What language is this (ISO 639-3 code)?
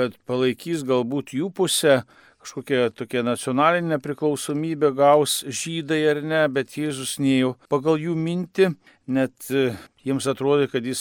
lit